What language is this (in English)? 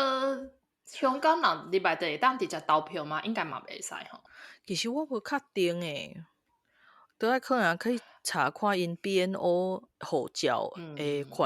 Min Nan Chinese